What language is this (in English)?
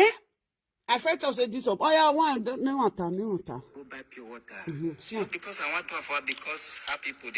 Nigerian Pidgin